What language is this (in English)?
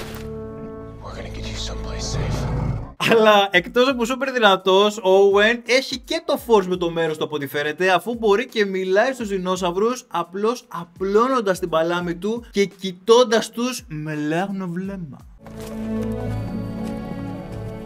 Greek